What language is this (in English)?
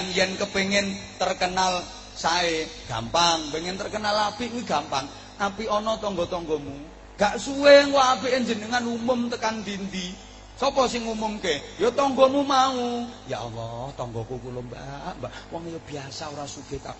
Javanese